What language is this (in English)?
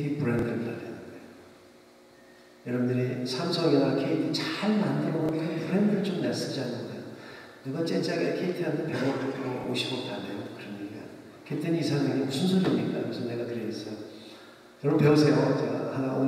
Korean